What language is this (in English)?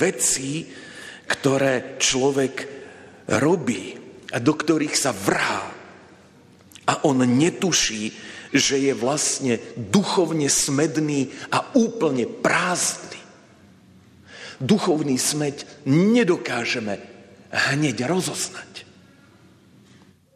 Slovak